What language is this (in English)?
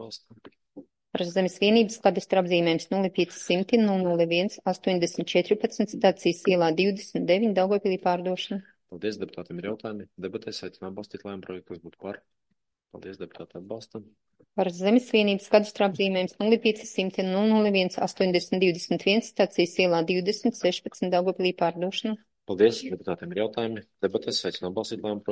Latvian